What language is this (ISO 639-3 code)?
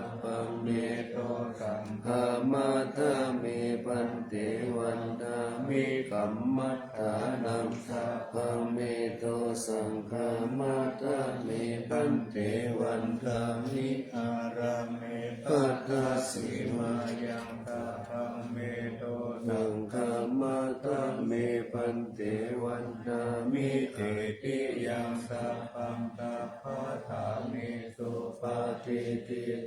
pli